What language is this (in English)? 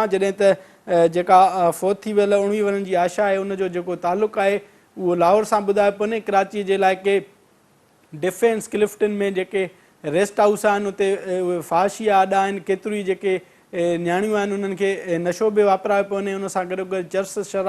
Sindhi